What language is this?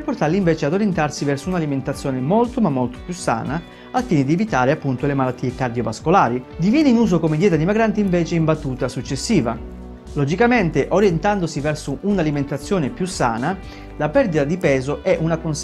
Italian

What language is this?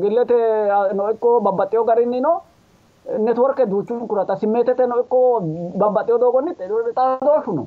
Sidamo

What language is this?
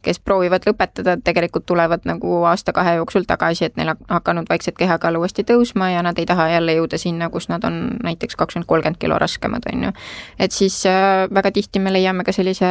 Estonian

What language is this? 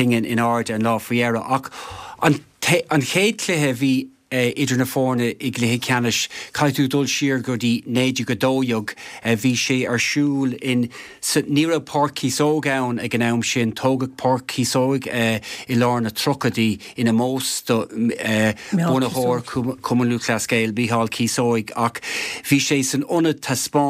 Irish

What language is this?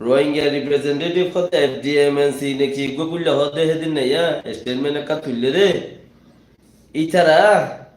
Rohingya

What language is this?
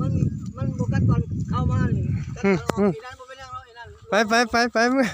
Northeastern Thai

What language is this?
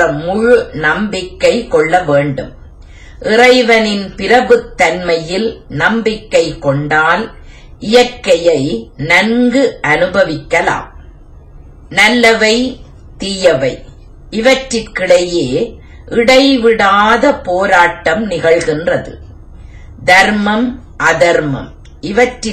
Tamil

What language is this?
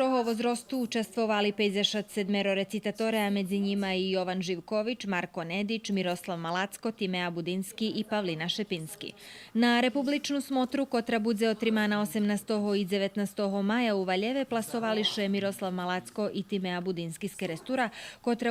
Rusyn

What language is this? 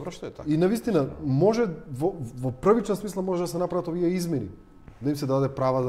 Macedonian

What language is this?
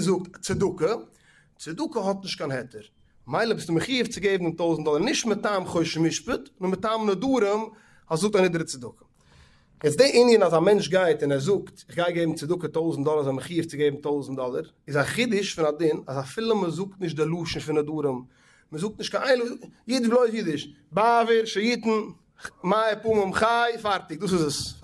Yiddish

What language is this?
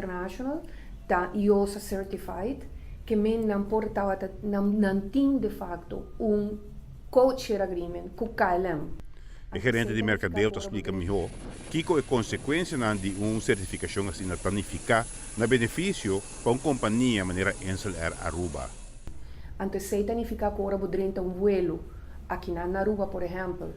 Papiamento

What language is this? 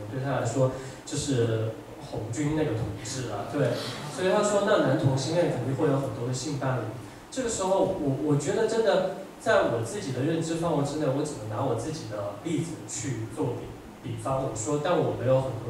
Chinese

